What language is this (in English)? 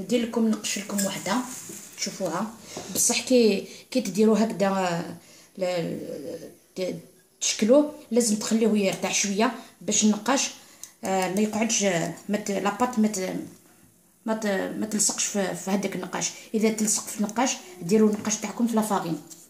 Algerian Arabic